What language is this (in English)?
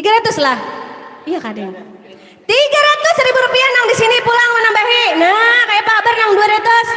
Banjar